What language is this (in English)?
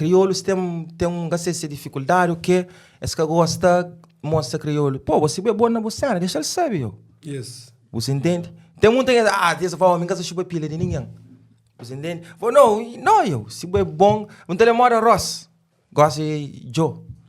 Kabuverdianu